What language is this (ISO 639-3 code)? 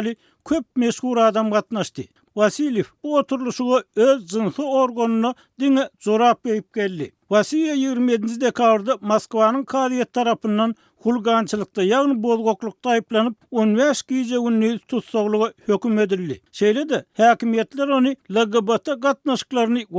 tuk